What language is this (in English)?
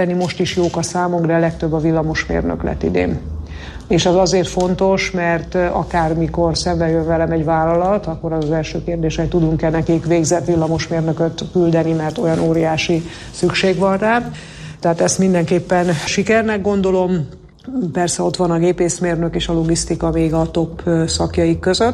Hungarian